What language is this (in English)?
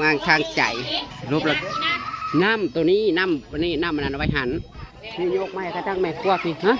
Northeastern Thai